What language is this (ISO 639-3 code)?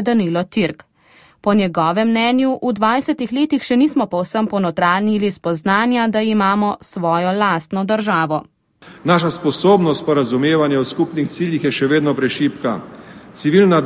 slv